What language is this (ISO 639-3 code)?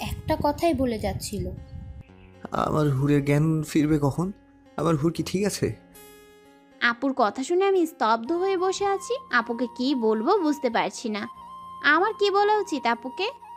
ben